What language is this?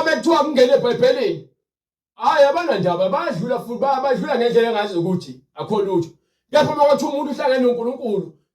Zulu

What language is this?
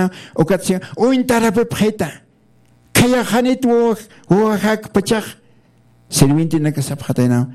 Aymara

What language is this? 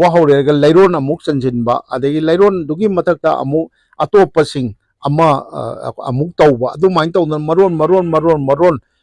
Manipuri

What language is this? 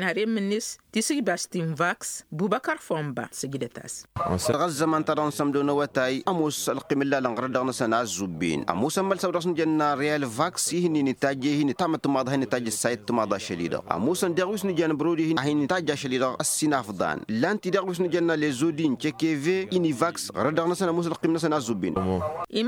Tamasheq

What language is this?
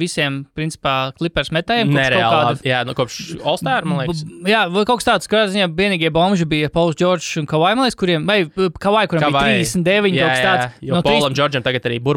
Latvian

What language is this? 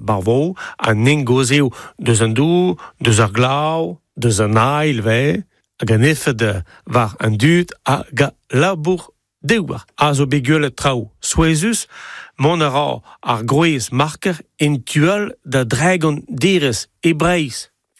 Breton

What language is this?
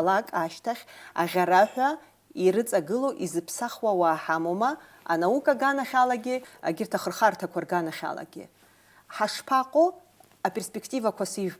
Abkhazian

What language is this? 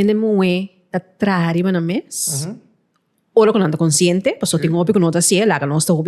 Papiamento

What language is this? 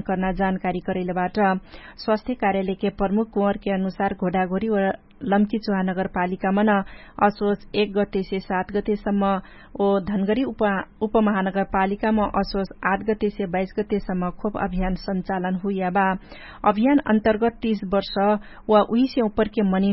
Dangaura Tharu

